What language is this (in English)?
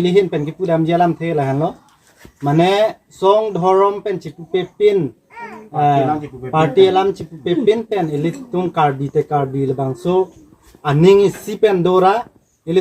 Karbi